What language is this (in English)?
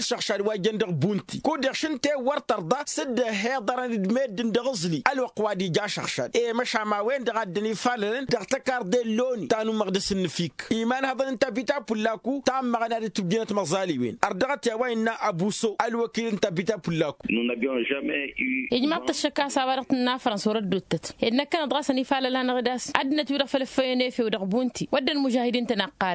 Tamasheq